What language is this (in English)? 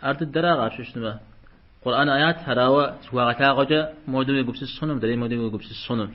Kabardian